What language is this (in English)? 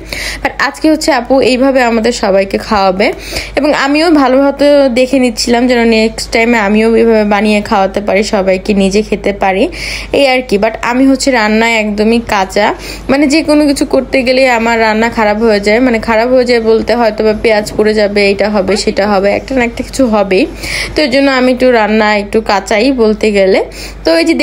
Bangla